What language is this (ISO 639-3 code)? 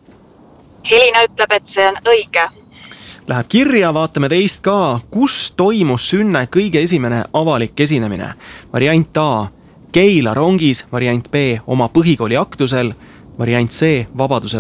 est